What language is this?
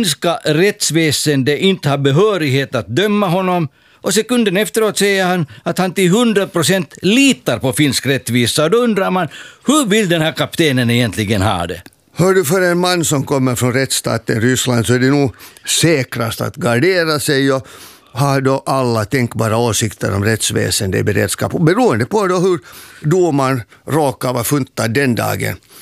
Swedish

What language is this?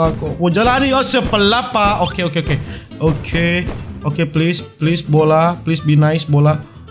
Manado Malay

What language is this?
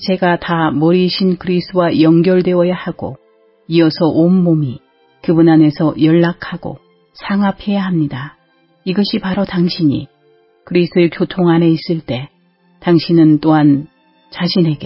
Korean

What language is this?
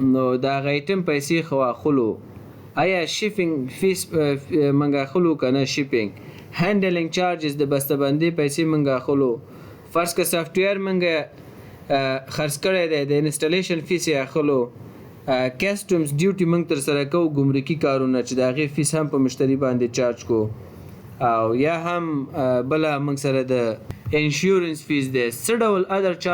Pashto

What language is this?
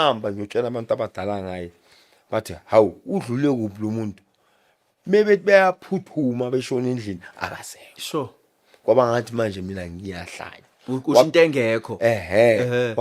Zulu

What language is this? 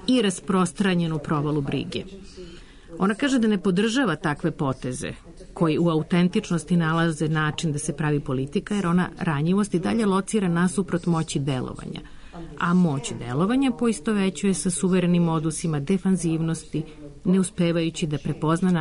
Serbian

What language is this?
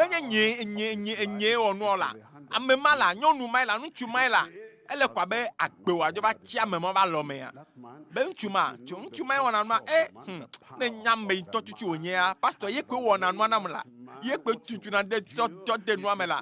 Ewe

